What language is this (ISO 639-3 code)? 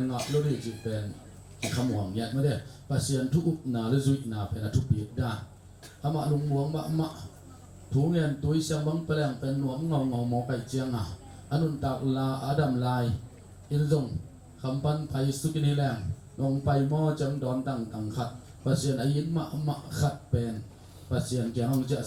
ctd